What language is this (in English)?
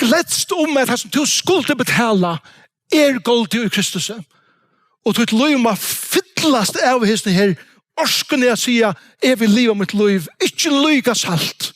Faroese